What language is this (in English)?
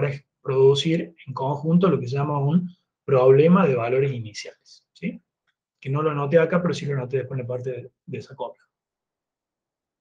Spanish